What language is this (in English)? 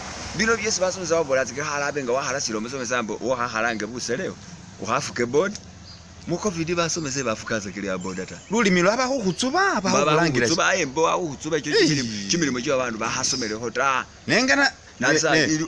Masaaba